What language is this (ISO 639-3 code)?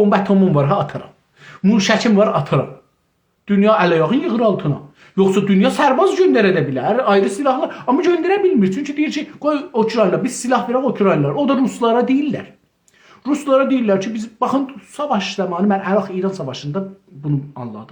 azb